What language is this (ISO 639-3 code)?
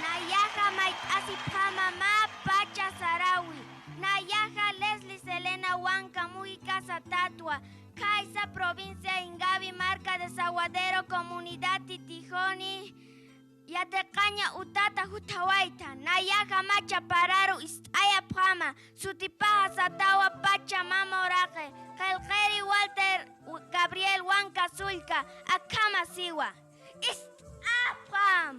aym